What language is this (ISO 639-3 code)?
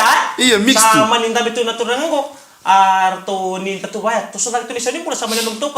fij